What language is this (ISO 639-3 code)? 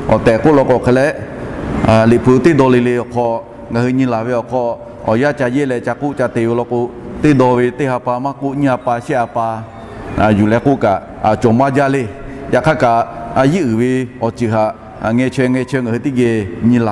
lhu